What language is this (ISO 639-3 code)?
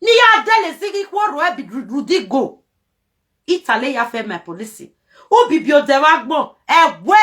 pcm